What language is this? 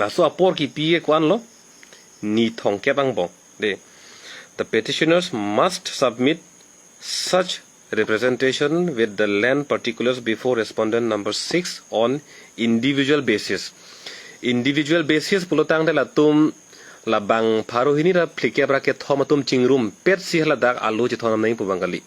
Karbi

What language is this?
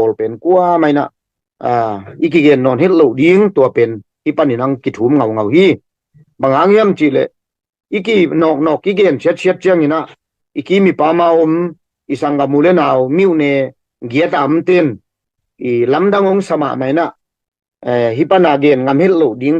Tedim Chin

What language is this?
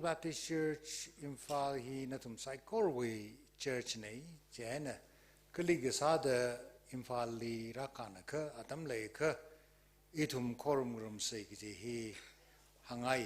Tangkhul Naga (India)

